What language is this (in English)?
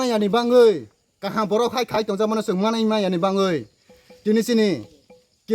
Kok Borok